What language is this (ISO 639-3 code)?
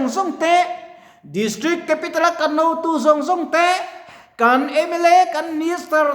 lus